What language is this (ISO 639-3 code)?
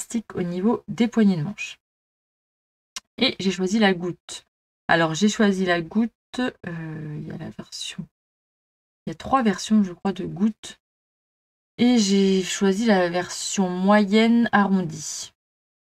fra